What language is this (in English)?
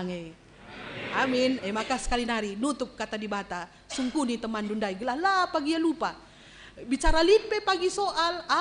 Batak Karo